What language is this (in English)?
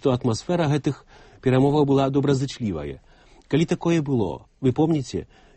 Belarusian